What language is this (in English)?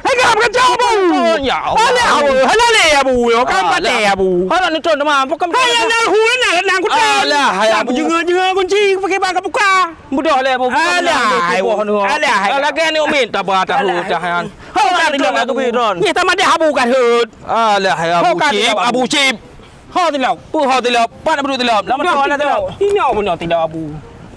Achinese